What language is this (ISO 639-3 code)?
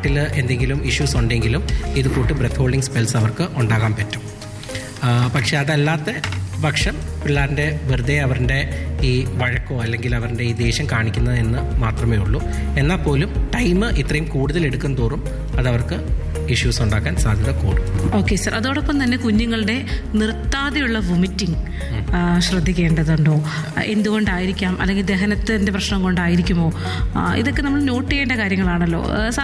mal